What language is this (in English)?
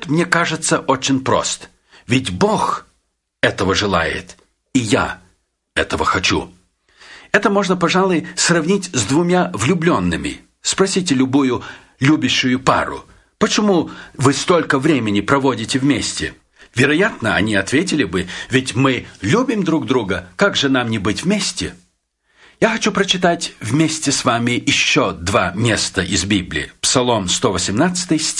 Russian